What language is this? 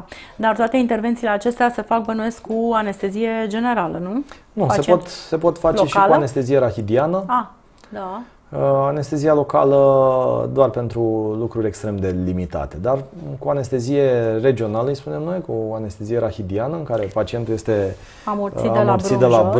Romanian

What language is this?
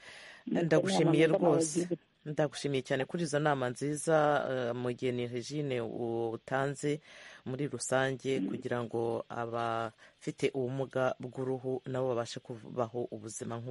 Kinyarwanda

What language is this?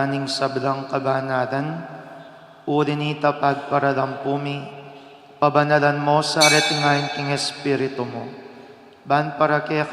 Pampanga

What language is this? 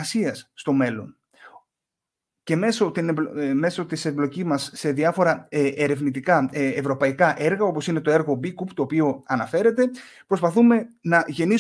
Greek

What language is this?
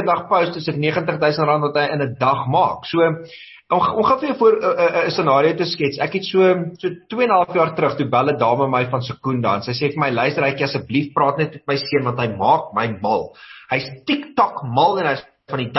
Afrikaans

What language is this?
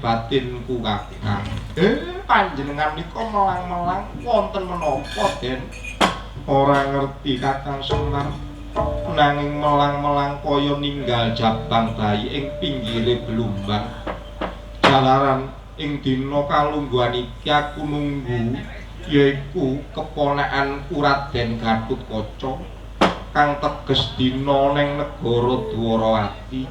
Javanese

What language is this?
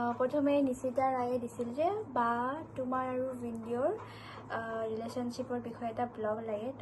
Assamese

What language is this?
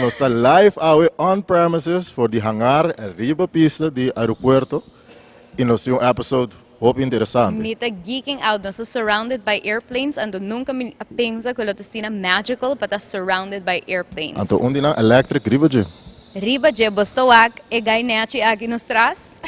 Papiamento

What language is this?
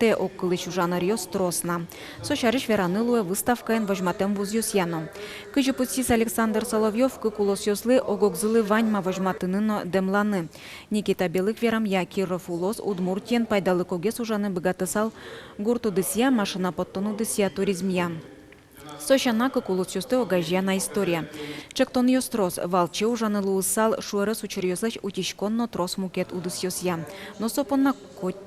Udmurt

